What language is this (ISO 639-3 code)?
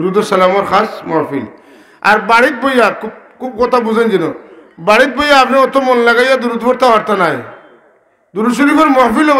syl